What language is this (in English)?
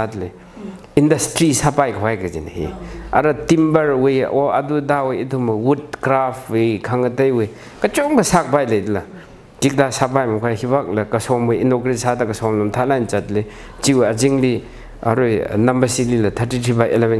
Tangkhul Naga (India)